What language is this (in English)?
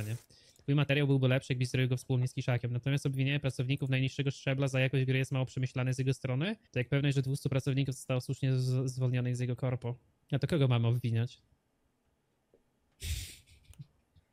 Polish